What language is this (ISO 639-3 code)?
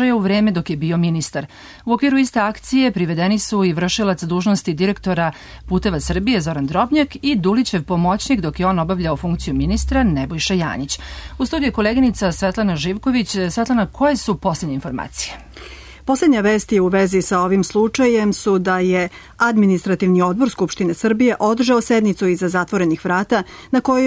srp